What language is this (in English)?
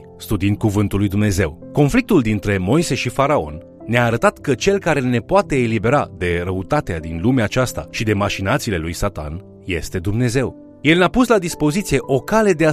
Romanian